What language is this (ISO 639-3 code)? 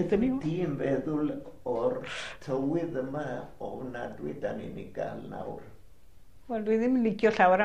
cym